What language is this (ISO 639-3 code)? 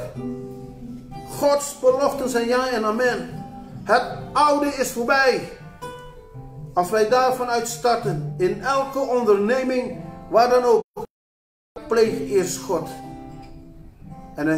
nld